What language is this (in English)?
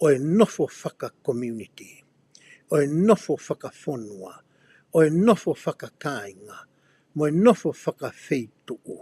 Tongan